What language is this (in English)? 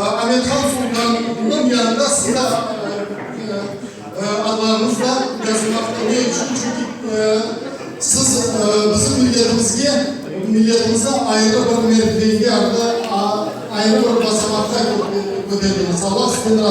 Crimean Tatar